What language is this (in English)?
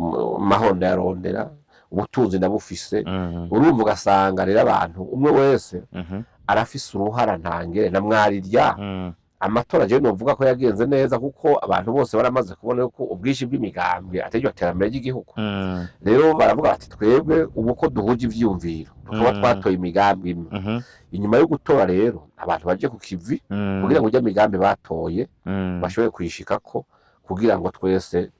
Rundi